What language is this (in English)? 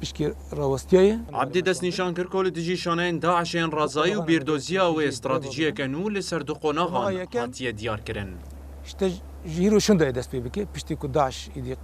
Kurdish